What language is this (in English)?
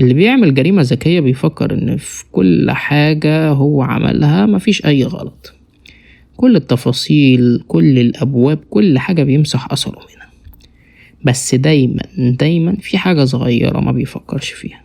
Egyptian Arabic